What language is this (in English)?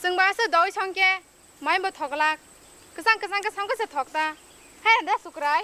Kok Borok